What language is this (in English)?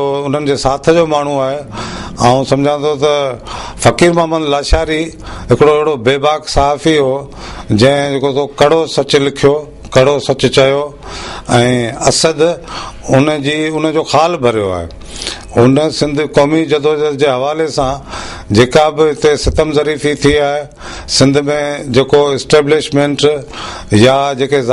Sindhi